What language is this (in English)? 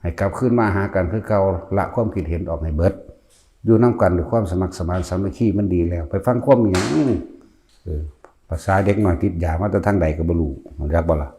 Northeastern Thai